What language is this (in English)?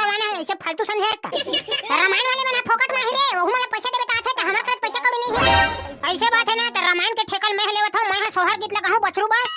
Chhattisgarhi